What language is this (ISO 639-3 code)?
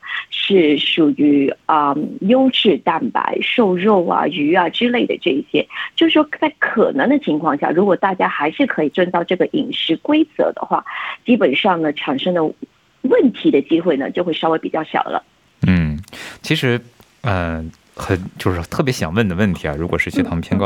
zho